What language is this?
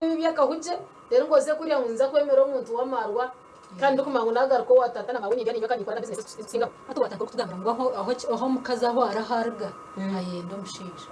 Nyankole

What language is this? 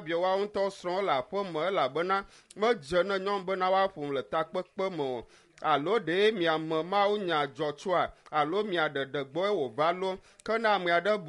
Ewe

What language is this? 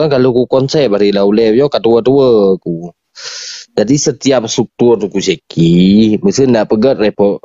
Achinese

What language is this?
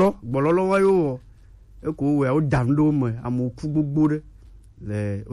Gen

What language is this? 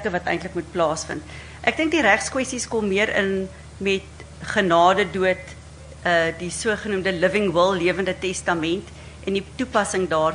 Afrikaans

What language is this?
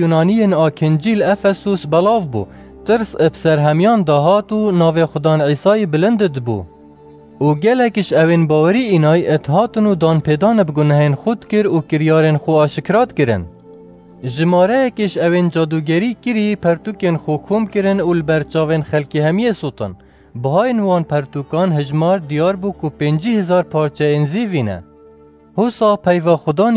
Kurdish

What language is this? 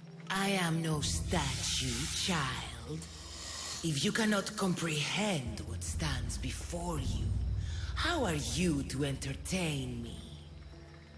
English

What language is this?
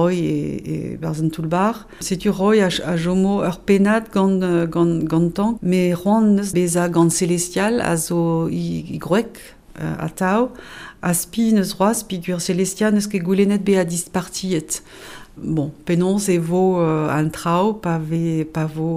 Breton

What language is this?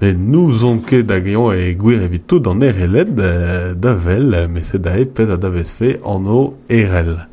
Breton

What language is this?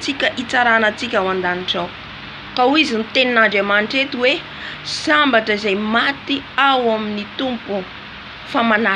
Malagasy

